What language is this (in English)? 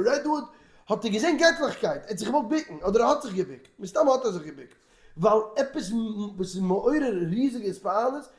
Yiddish